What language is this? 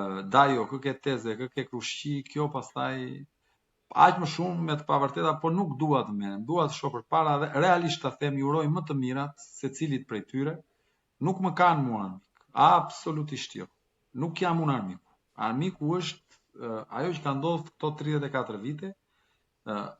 Albanian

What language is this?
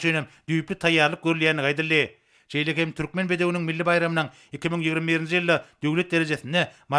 Turkmen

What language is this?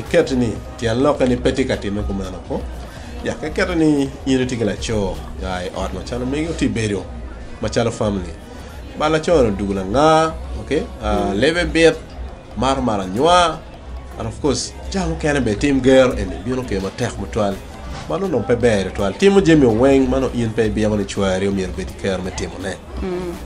Acoli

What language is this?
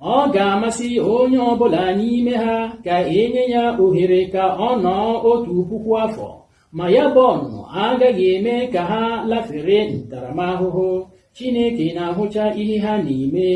Igbo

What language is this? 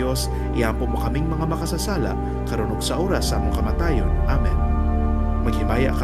Cebuano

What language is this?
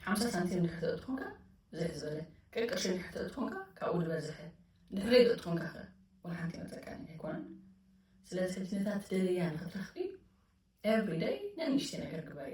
Tigrinya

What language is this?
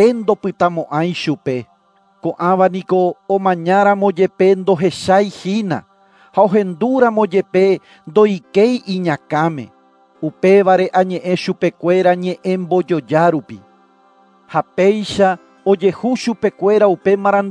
Guarani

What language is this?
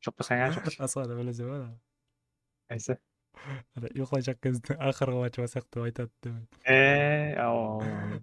Kara-Kalpak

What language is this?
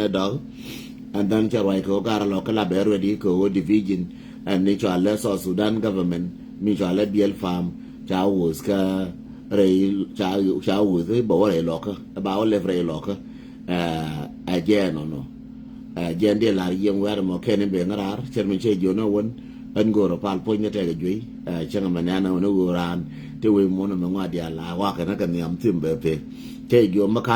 Nuer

